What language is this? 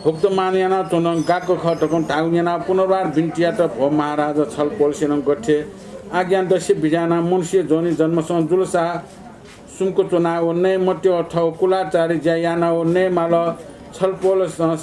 Newari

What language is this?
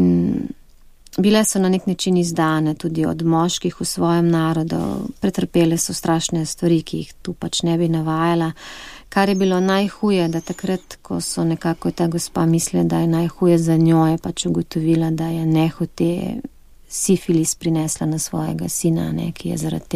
Slovenian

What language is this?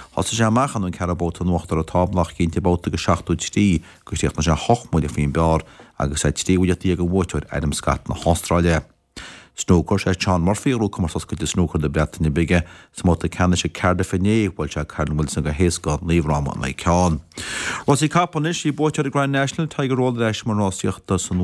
Irish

